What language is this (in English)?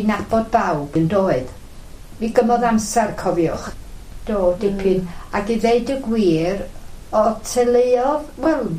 Welsh